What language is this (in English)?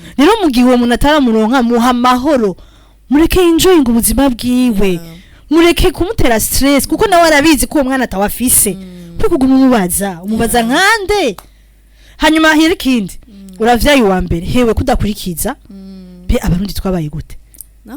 Rundi